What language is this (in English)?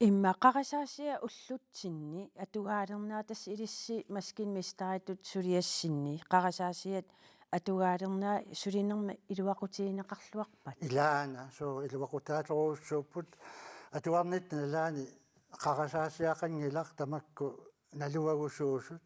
Kalaallisut